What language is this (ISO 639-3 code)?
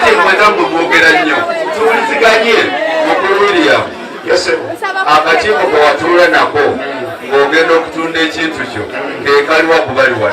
lug